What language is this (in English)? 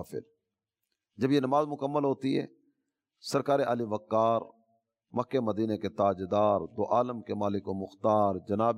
Urdu